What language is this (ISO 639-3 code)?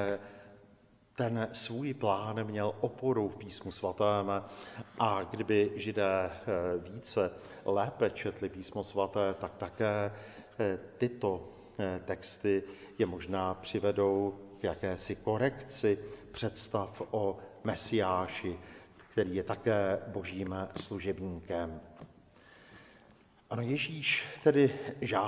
ces